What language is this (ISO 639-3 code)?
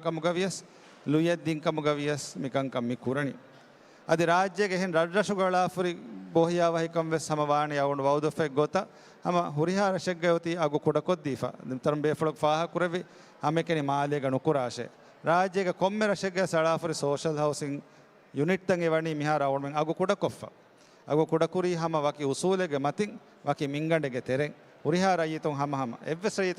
div